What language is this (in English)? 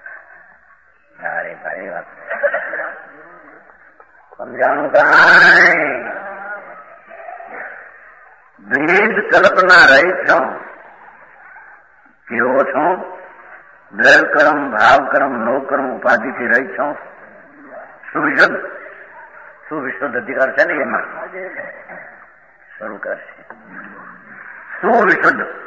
Gujarati